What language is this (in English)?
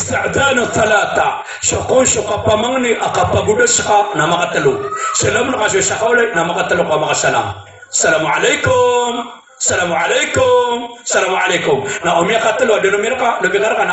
Maranao